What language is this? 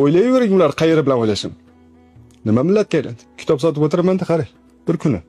Uzbek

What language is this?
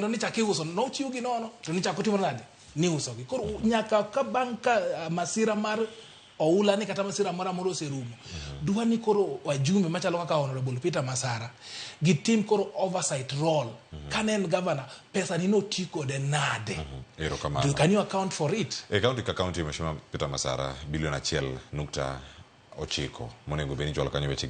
Luo (Kenya and Tanzania)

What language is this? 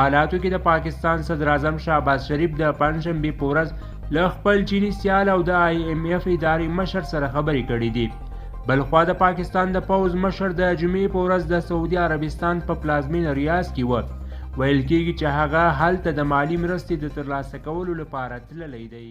Pashto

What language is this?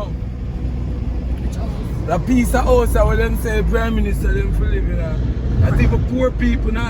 Jamaican Creole English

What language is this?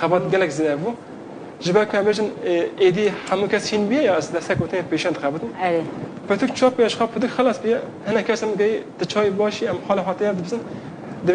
Kurdish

